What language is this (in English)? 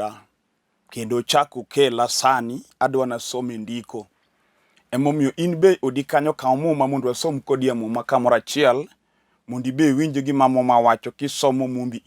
Luo (Kenya and Tanzania)